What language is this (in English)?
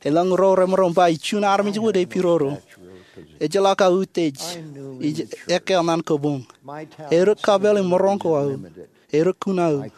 Marshallese